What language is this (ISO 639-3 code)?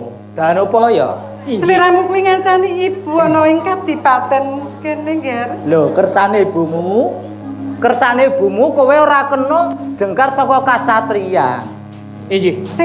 jav